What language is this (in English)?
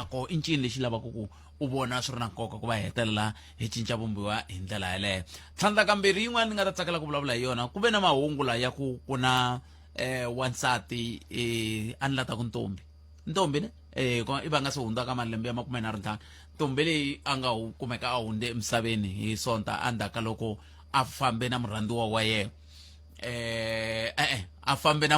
Tsonga